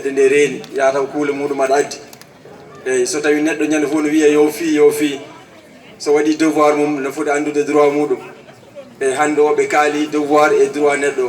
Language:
Fula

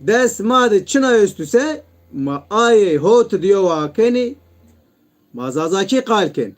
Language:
Zaza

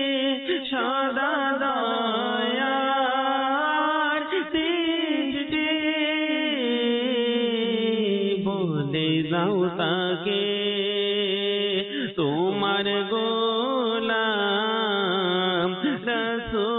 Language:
Bangla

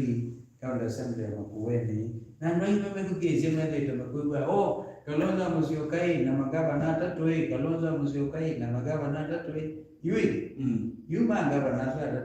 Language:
Kamba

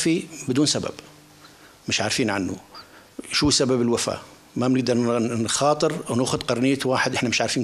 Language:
North Levantine Arabic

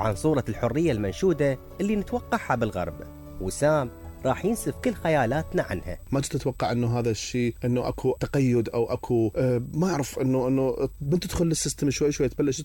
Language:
Mesopotamian Arabic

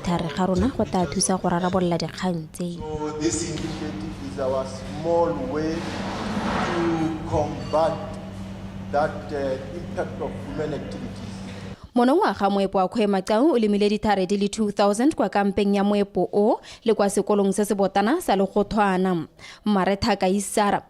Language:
Tswana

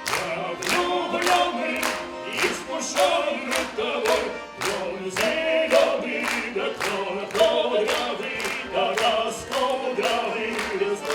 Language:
Ossetic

